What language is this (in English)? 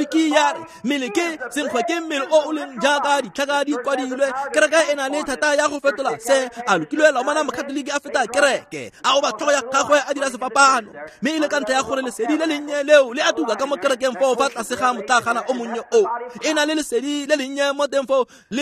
Tswana